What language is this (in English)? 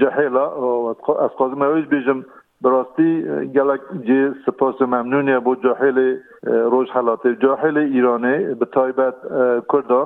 Kurdish